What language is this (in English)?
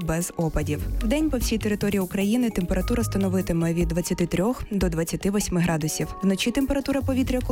Ukrainian